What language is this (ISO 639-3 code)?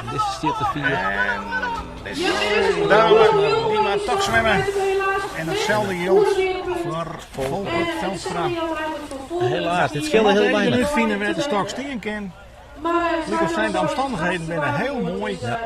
fry